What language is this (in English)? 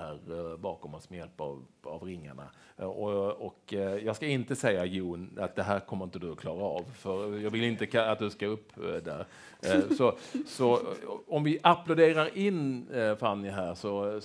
Swedish